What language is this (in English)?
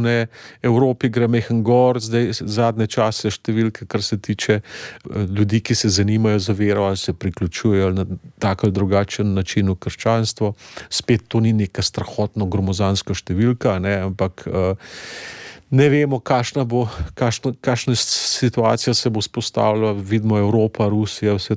Slovenian